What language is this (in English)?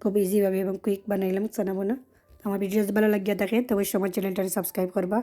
Sylheti